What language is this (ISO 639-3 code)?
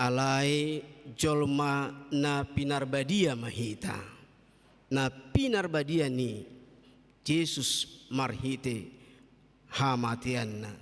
bbc